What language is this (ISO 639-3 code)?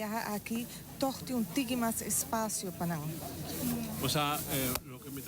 pap